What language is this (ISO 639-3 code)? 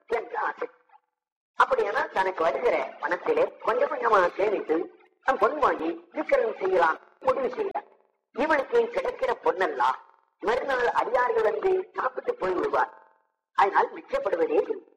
tam